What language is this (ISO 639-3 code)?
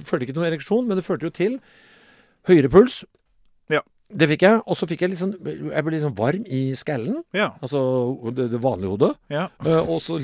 nor